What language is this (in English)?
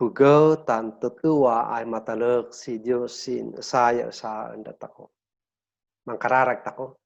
Kankanaey